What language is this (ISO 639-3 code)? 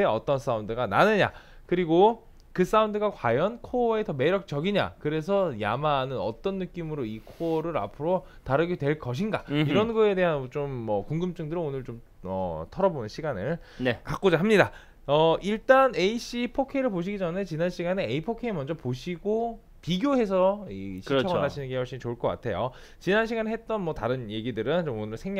kor